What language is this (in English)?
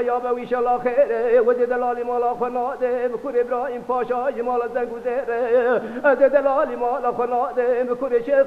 Kurdish